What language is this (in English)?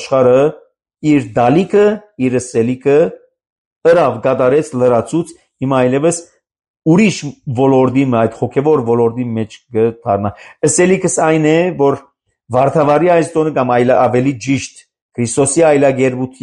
Armenian